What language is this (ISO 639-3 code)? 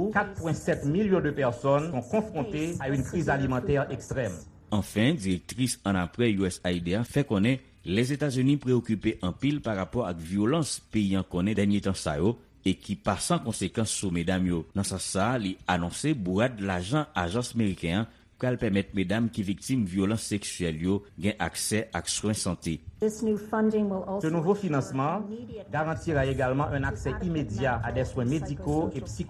hat